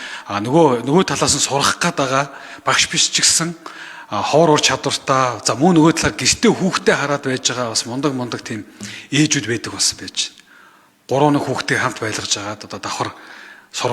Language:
Mongolian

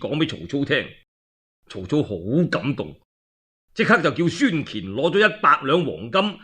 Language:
Cantonese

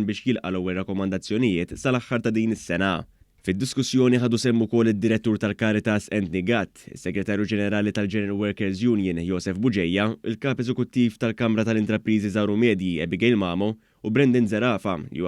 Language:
Maltese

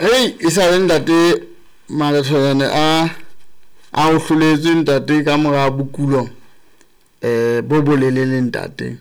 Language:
Southern Sotho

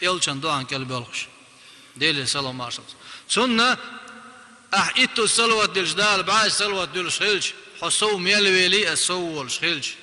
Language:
Chechen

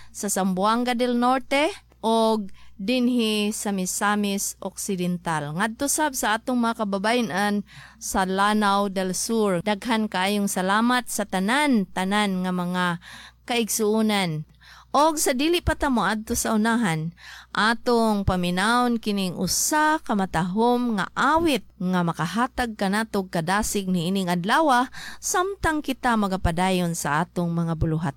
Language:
Cebuano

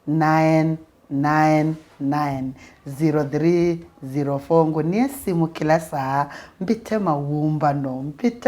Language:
Kamba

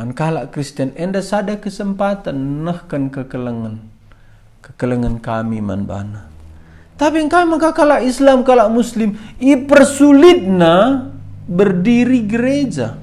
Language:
Batak Karo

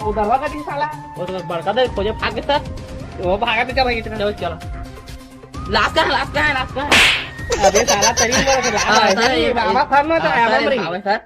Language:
Chhattisgarhi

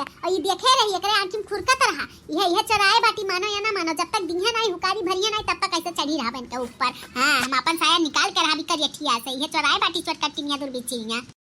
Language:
Bhojpuri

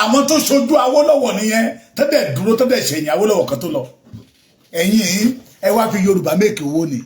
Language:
Yoruba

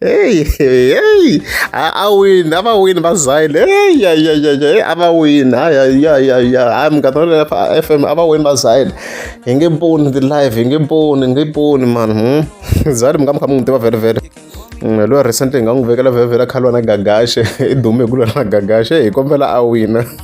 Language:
Tsonga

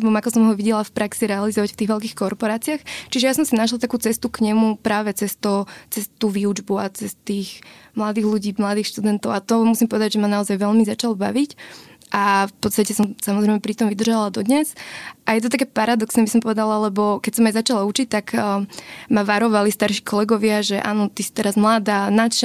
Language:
Slovak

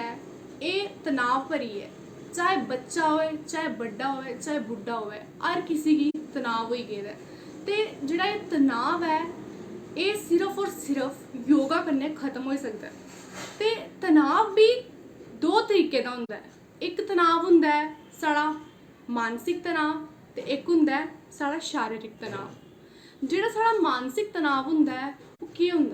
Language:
Dogri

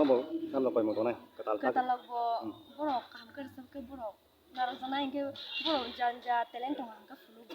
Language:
Kok Borok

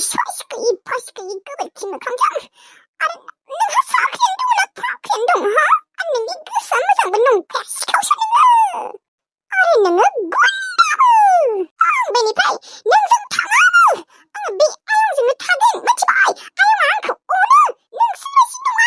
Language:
Bodo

